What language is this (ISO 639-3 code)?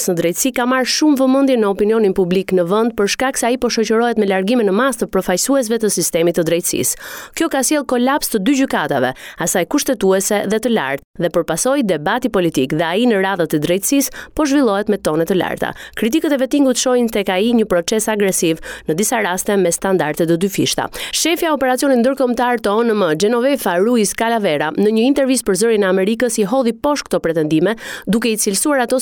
sqi